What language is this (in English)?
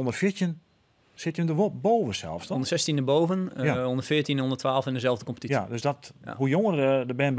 Western Frisian